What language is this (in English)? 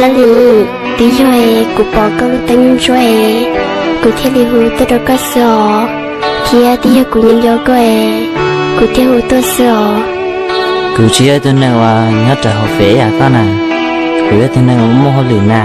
Hmong